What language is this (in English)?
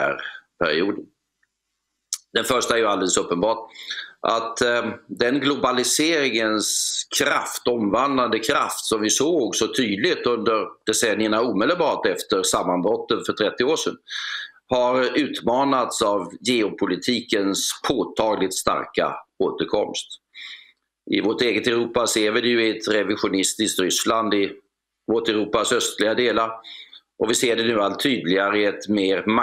Swedish